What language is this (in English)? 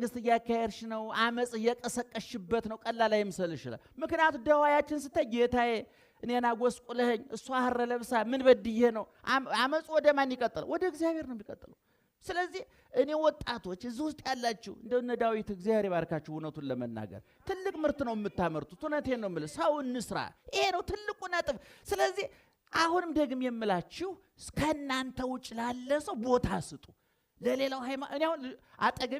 Amharic